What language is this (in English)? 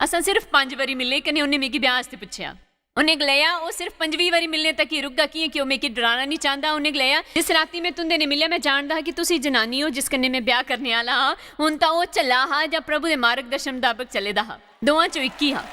Dogri